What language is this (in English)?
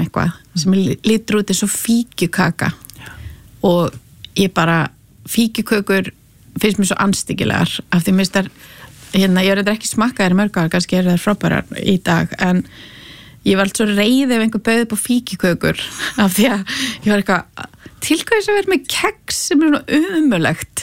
Icelandic